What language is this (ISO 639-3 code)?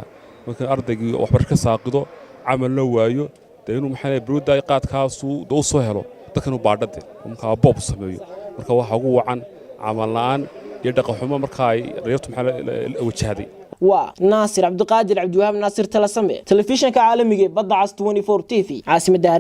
som